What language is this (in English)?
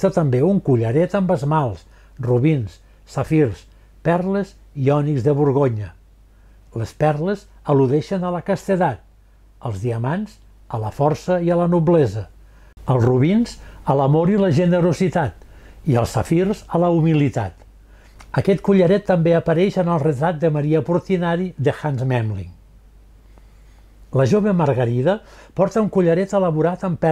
Catalan